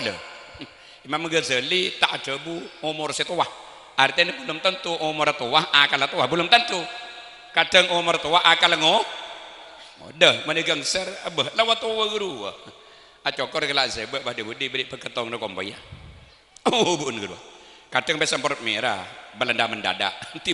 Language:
Madurese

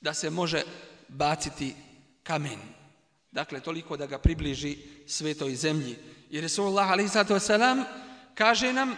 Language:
Bosnian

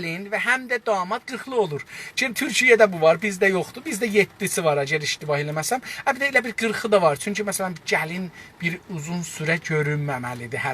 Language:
South Azerbaijani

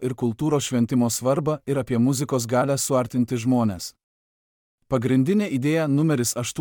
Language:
Lithuanian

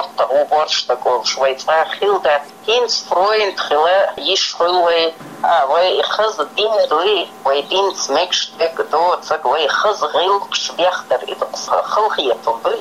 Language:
Chechen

